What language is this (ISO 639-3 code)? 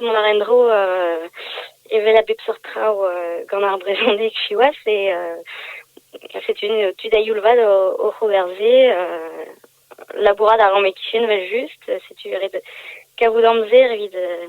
bre